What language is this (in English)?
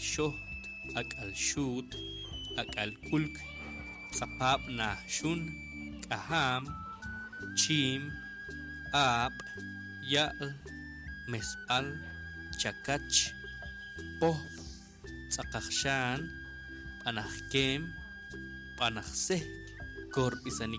Poqomchi'